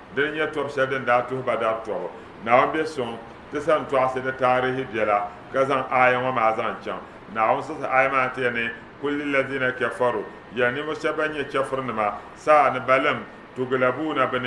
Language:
Dagbani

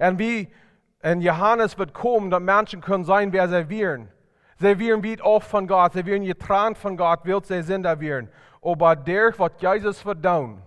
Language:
Plautdietsch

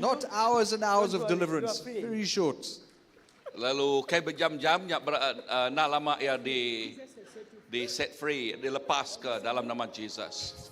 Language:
Iban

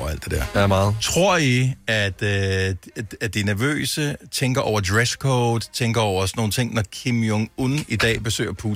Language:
Danish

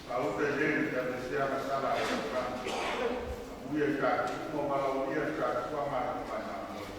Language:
Samoan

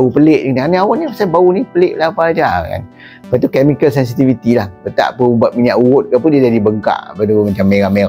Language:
Malay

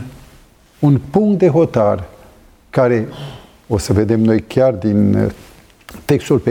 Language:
Romanian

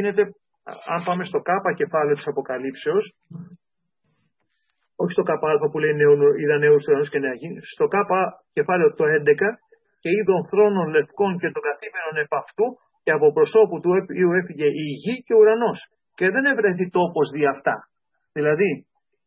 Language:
Greek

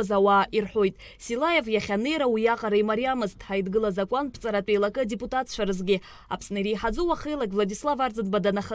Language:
Abkhazian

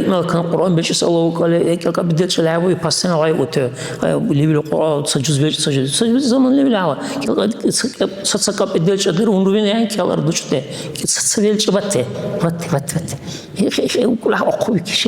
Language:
Dargwa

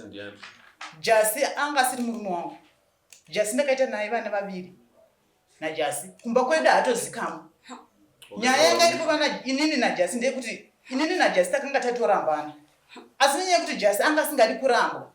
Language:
Shona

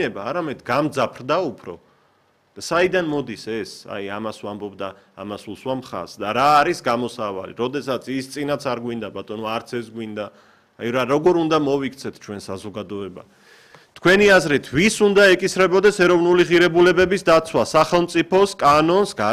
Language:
Georgian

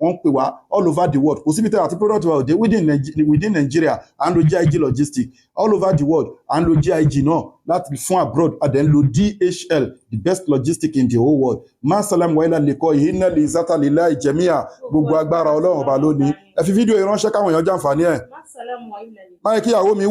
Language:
Yoruba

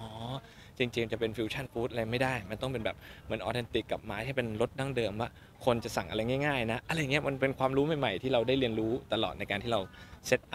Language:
Thai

